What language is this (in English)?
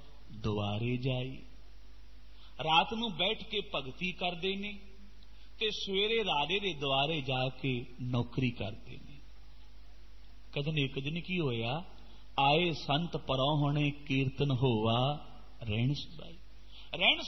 Punjabi